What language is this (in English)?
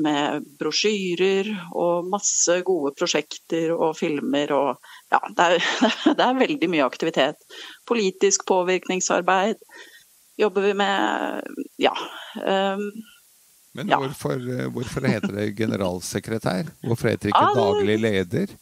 Norwegian